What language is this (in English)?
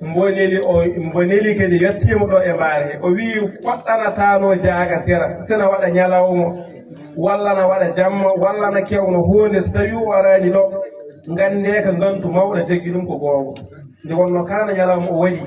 Fula